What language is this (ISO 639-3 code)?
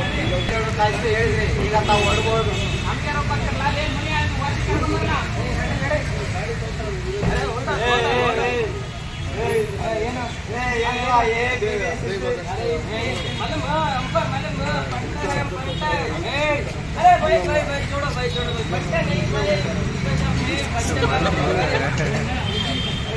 kan